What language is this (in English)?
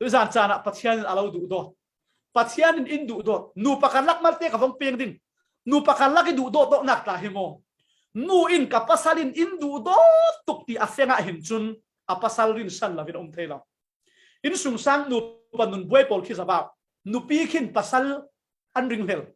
Falam Chin